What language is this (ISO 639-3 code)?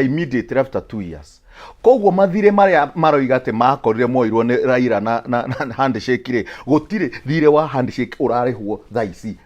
kik